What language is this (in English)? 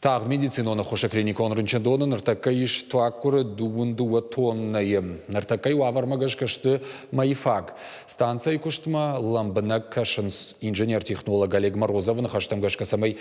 Ossetic